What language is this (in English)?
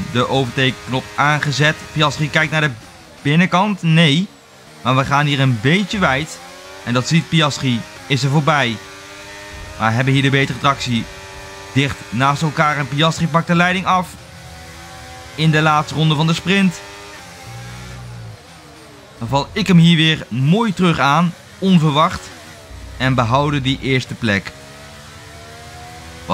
Dutch